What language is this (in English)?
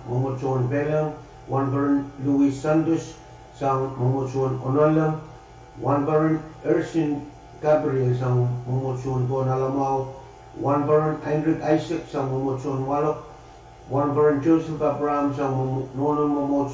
Pohnpeian